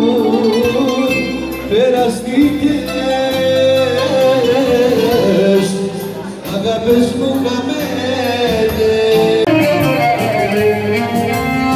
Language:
Greek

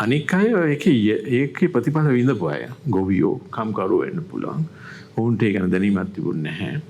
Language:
Sinhala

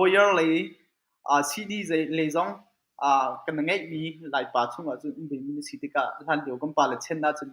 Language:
Hakha Chin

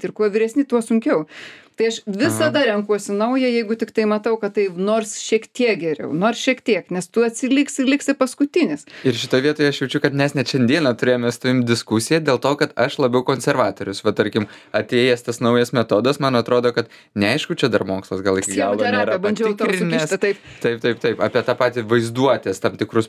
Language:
Lithuanian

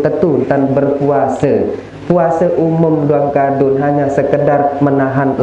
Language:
Sasak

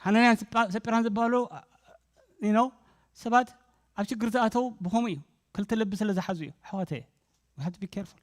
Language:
Tigrinya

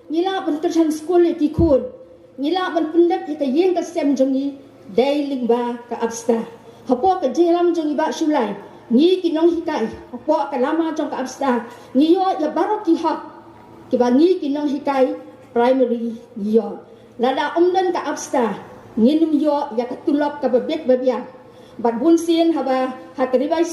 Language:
Khasi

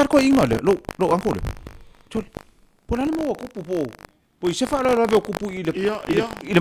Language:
Samoan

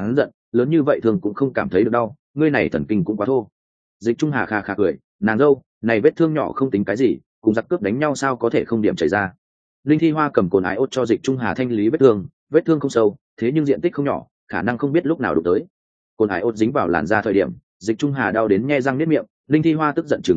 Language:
Vietnamese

